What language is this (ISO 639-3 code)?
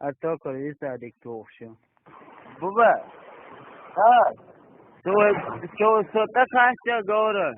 che